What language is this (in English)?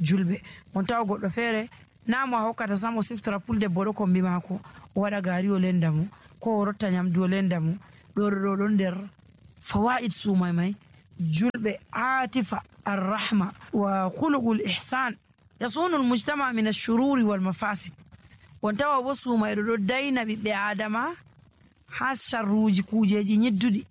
Nigerian Fulfulde